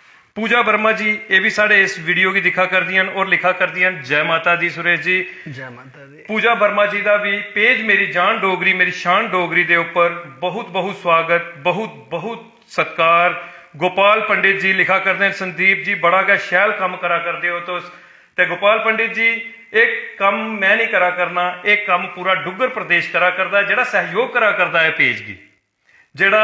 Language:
Dogri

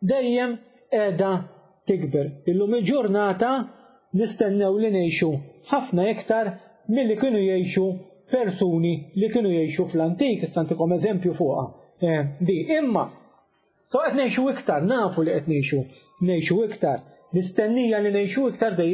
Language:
Maltese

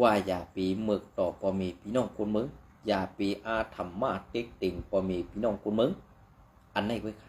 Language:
Shan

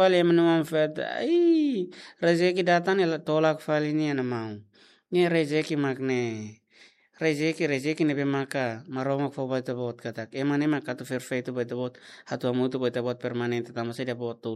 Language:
Tetum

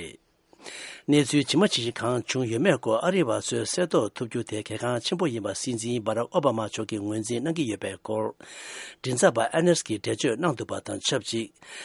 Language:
Tibetan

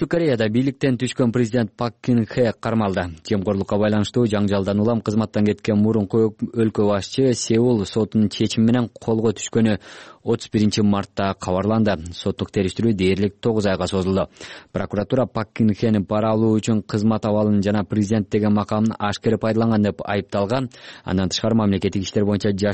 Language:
Kyrgyz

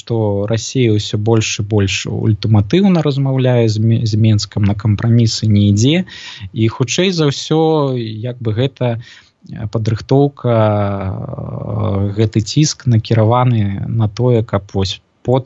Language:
Belarusian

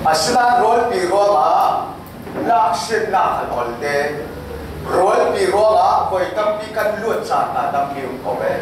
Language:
Falam Chin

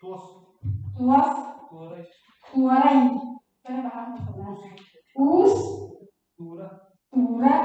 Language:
Yakut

